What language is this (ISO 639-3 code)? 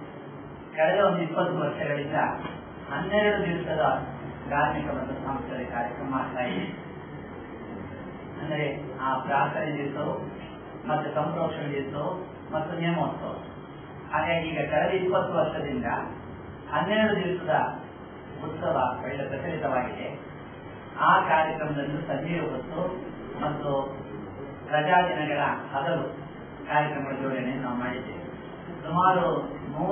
kan